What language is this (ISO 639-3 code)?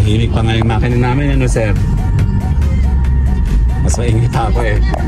fil